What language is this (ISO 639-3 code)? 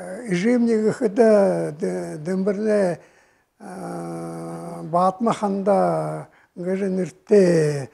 bua